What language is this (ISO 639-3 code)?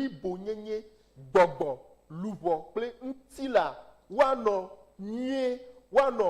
ewe